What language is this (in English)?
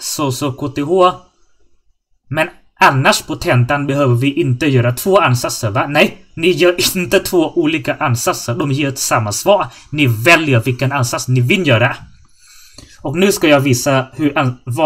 Swedish